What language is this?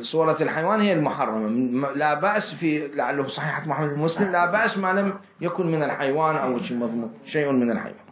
Mesopotamian Arabic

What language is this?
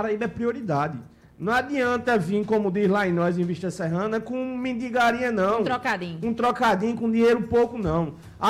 Portuguese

